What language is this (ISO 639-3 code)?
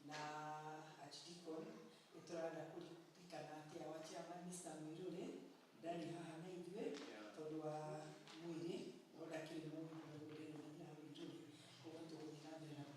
kik